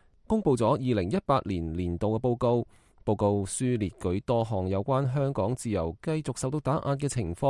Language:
Cantonese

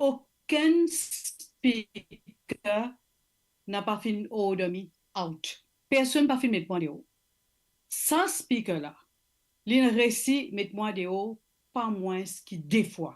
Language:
Morisyen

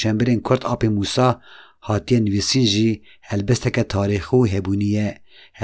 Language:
Kurdish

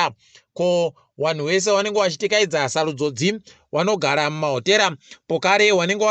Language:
Ndau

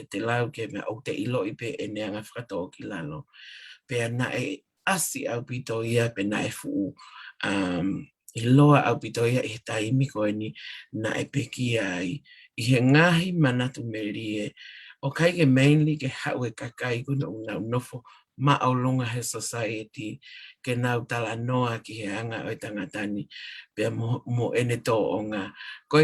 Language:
Tongan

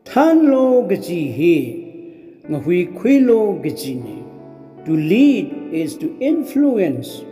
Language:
Tangkhul Naga (India)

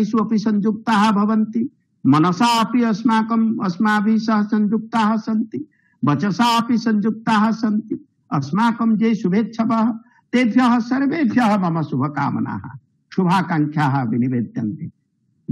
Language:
Sanskrit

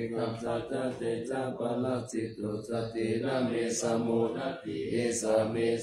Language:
Pali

